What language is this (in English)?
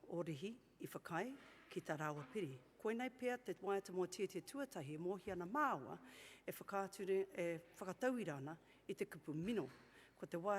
Māori